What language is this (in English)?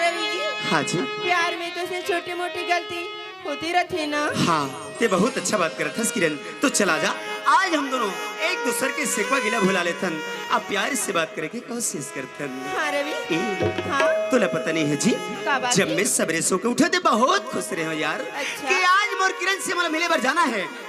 Chhattisgarhi